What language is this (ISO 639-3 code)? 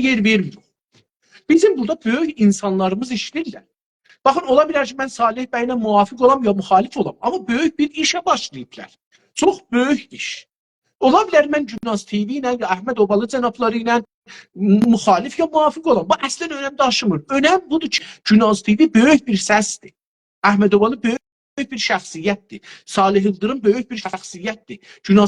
azb